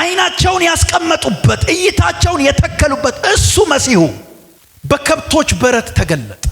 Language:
Amharic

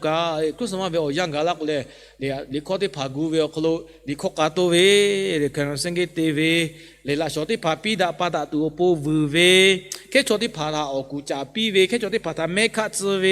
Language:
Lahu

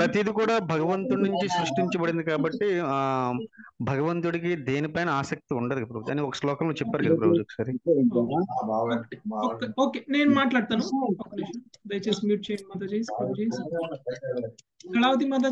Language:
Telugu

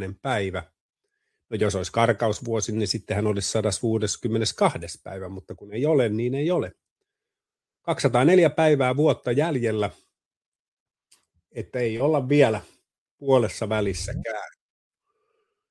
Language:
Finnish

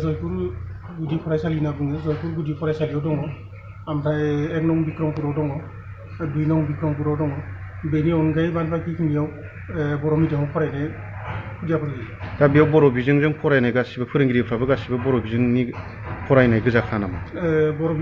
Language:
Bodo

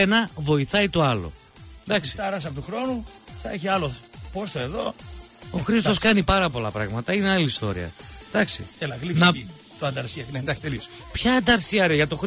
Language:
Greek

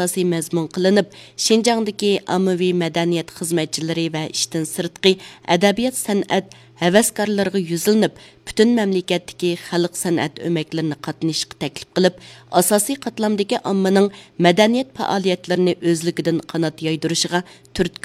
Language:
Uyghur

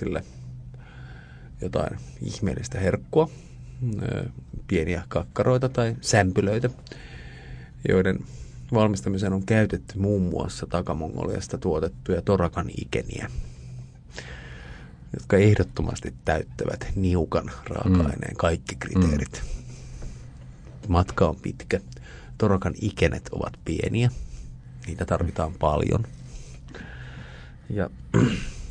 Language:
Finnish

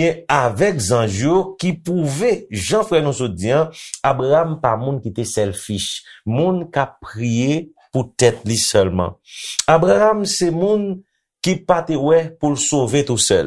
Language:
Haitian Creole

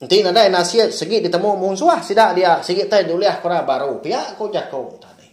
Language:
Iban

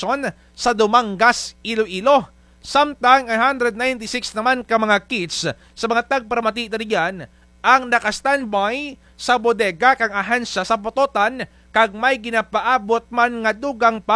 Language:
Kinaray-a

